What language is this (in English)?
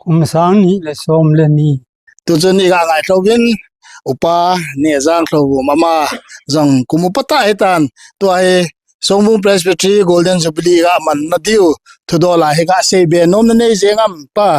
Thado Chin